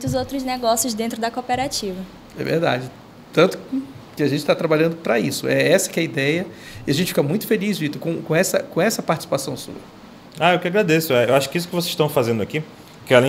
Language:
Portuguese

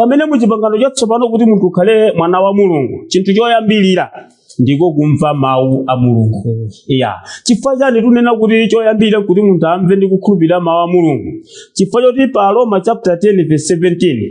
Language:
Nyanja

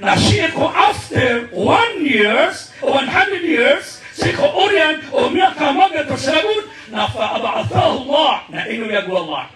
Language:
Maranao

